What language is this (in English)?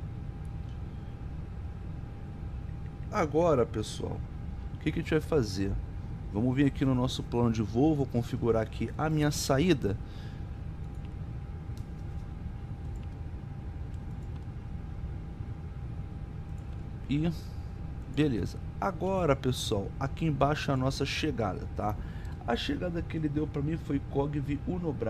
Portuguese